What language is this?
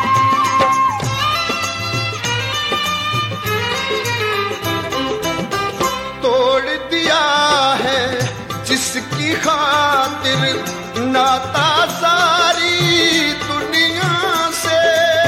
Hindi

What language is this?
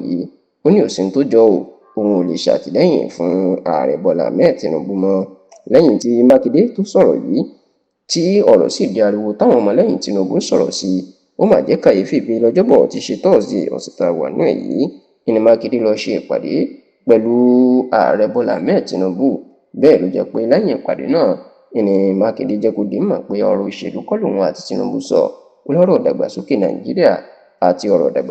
Yoruba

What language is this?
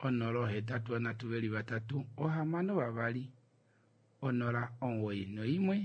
Kuanyama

